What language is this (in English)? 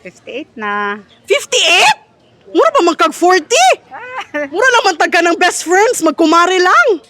Cebuano